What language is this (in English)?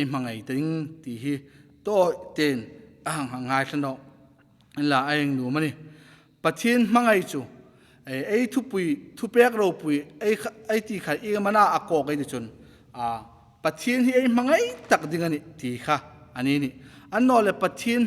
Hmar